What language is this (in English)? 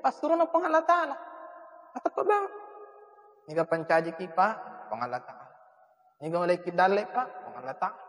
Buginese